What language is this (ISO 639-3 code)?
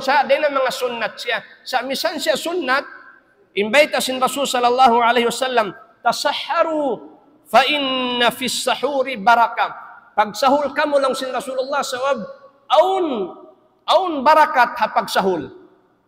tsg